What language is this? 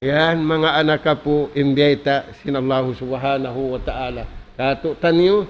Tausug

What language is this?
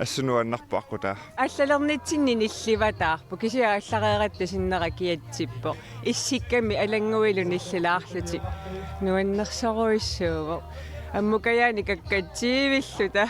Kalaallisut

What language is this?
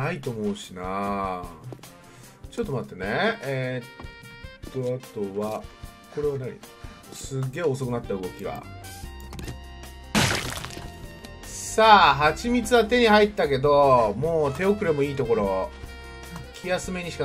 Japanese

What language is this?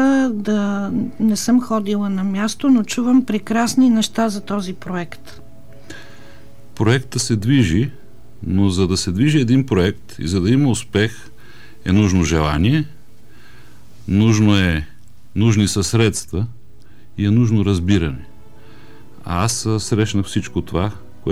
Bulgarian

